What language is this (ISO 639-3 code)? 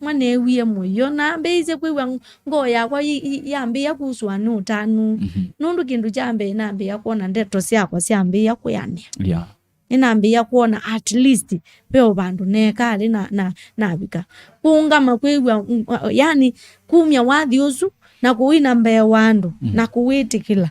kam